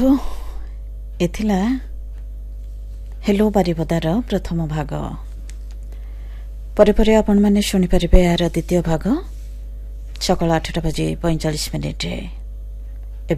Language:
Odia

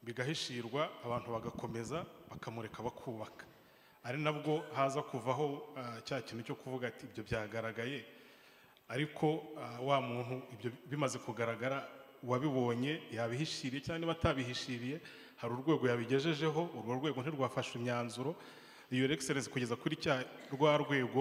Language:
Kinyarwanda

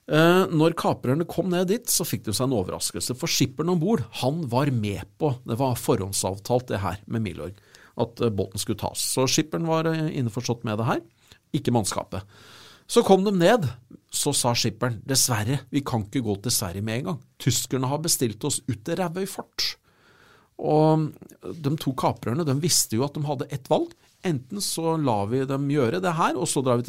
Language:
Norwegian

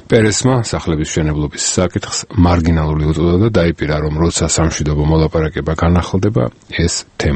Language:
Georgian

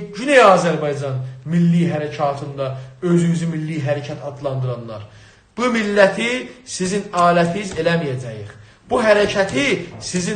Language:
South Azerbaijani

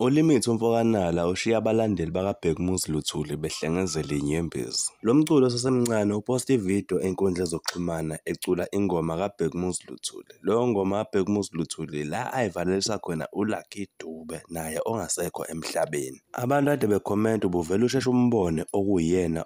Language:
Zulu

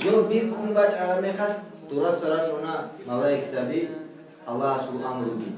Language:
Avaric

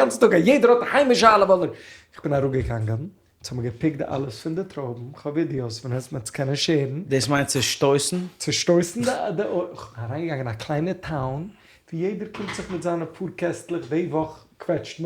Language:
Yiddish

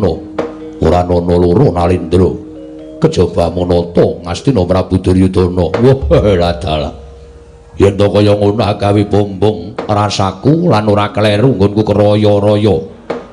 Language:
Javanese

